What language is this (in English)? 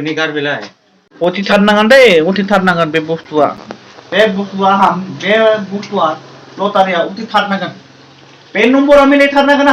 Bodo